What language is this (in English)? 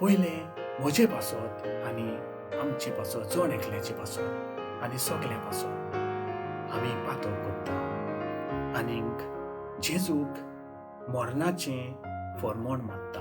Konkani